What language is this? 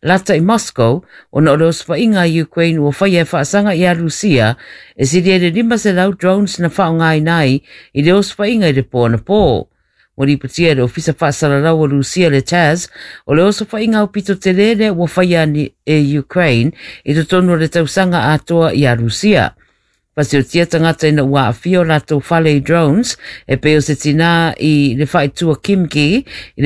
Samoan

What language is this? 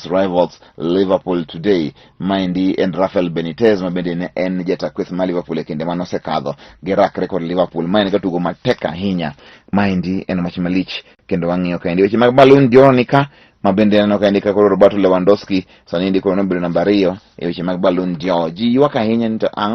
Luo (Kenya and Tanzania)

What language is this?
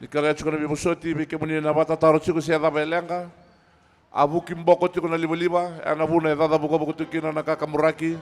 Fijian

